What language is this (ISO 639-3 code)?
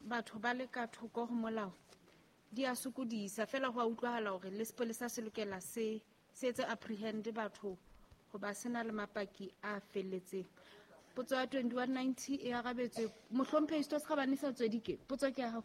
sot